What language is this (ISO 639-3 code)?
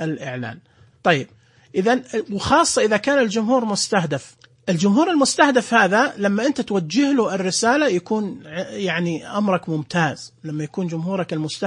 ars